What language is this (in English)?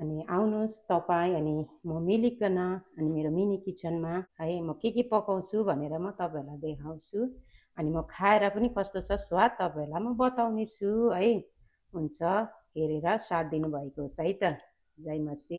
Nepali